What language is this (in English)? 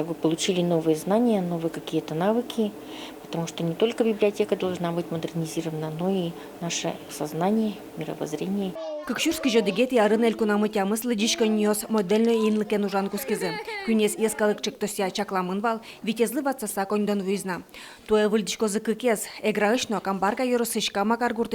Udmurt